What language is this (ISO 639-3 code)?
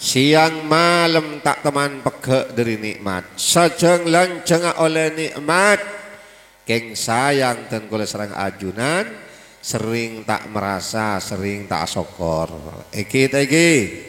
mad